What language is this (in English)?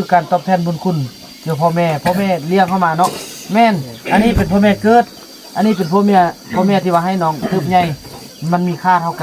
Northeastern Thai